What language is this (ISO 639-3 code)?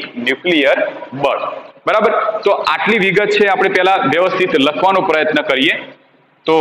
guj